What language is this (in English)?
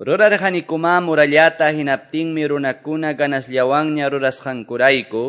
Quechua